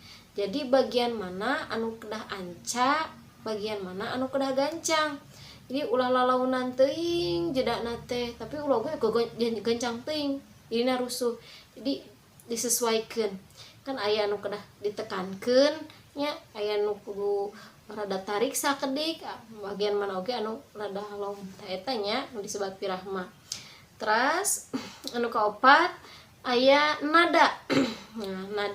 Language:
Sundanese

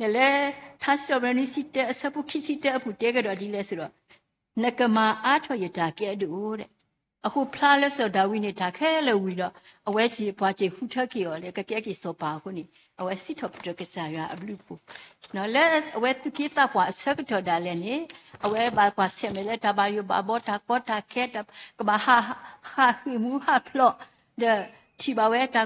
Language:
S'gaw Karen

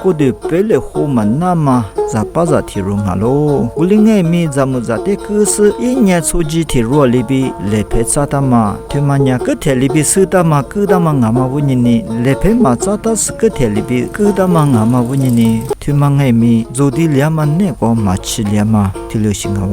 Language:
Lisu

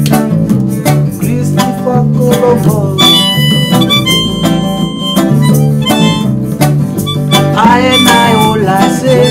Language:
Swahili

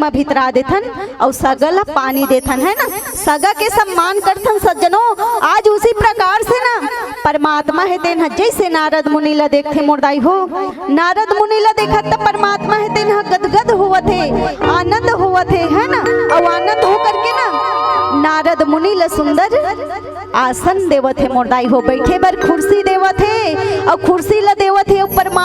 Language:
Chhattisgarhi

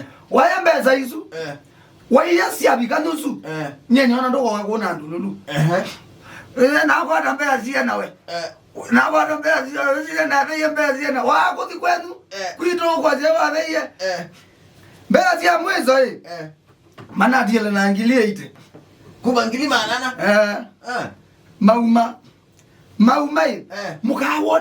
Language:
Kamba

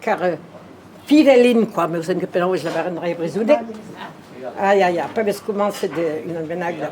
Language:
Breton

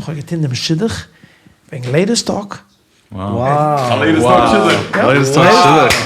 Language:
Yiddish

